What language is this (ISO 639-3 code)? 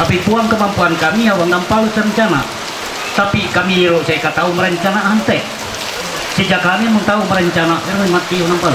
mhy